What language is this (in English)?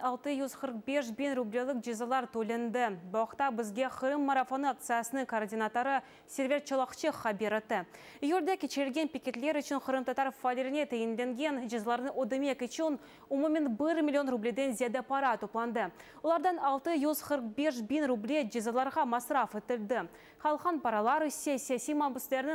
Crimean Tatar